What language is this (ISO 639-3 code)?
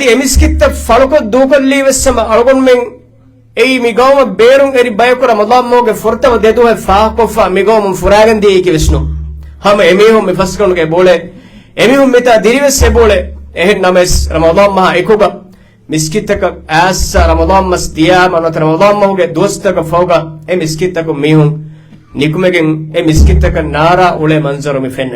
div